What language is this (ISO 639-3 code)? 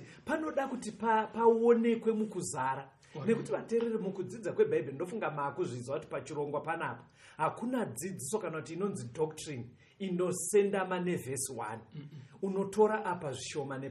sna